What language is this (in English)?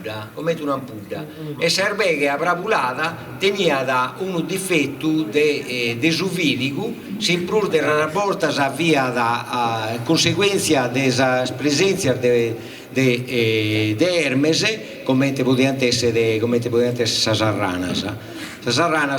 Sardinian